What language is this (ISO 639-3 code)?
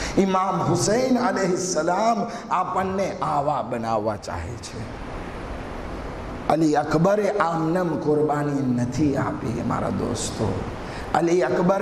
guj